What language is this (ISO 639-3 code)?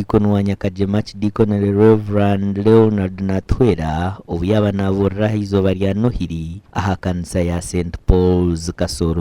nyn